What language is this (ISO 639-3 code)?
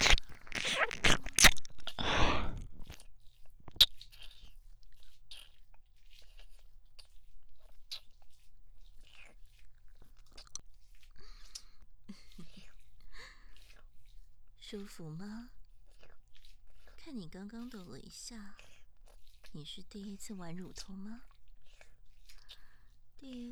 zho